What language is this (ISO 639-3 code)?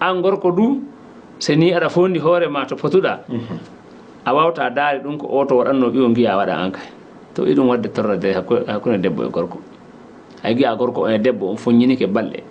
ful